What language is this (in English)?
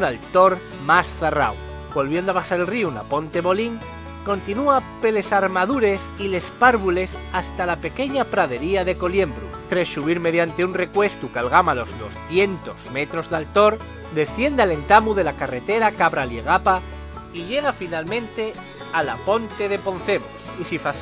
Asturian